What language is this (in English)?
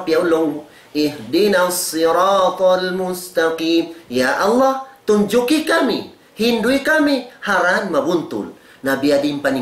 Tausug